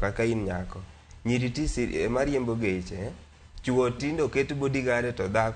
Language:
Luo (Kenya and Tanzania)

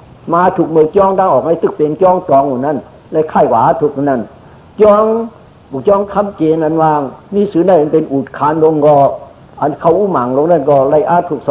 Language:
Shan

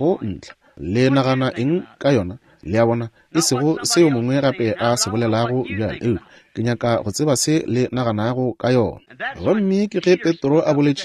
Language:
Northern Sotho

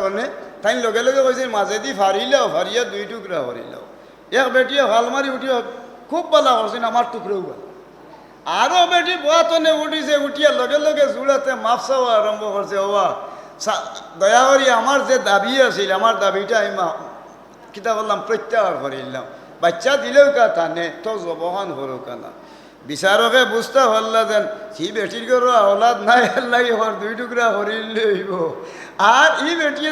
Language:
Sylheti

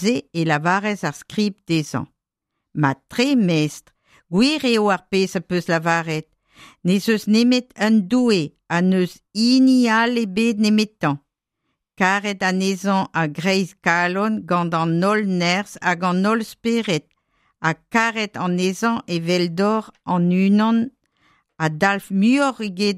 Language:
Breton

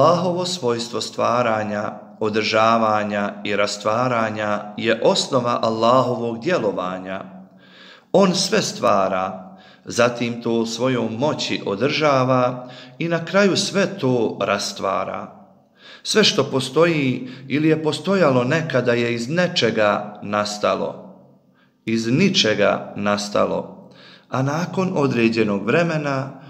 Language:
Bosnian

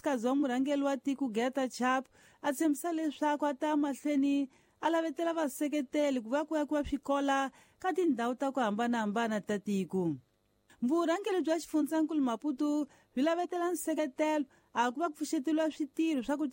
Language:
Tsonga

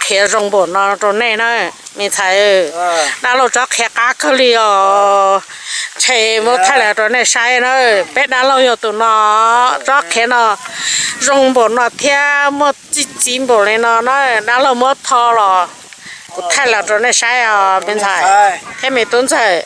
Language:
Hmong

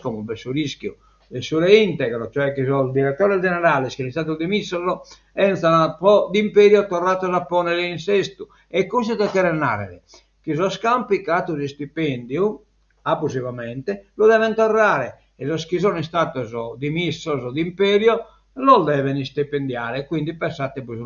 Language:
Sardinian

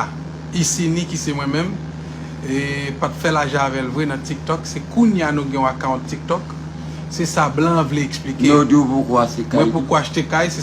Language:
Haitian Creole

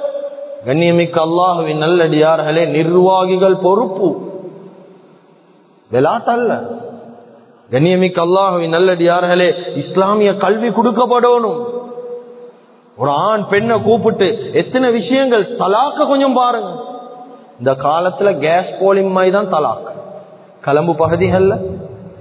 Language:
Tamil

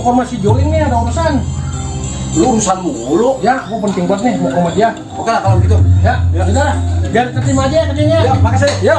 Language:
Betawi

